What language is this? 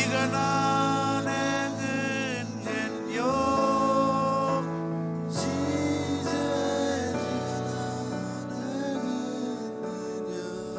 Marshallese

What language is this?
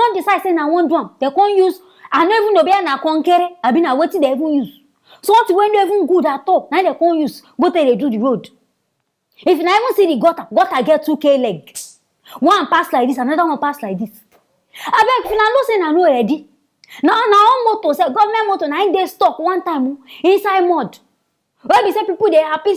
Nigerian Pidgin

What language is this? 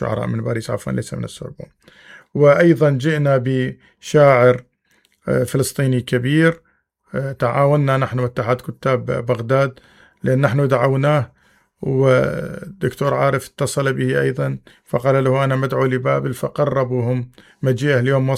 Mesopotamian Arabic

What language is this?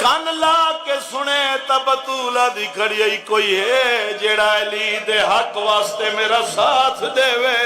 Saraiki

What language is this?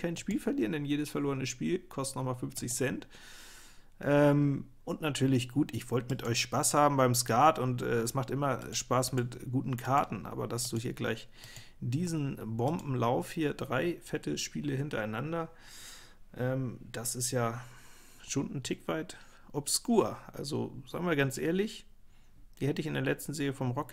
German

